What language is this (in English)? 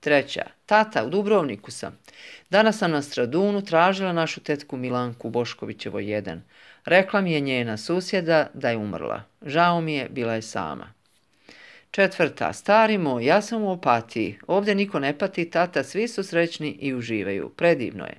Croatian